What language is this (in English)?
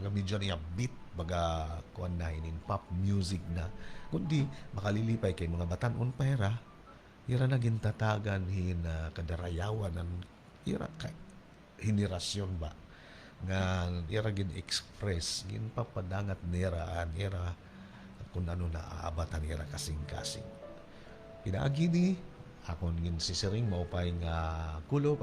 Waray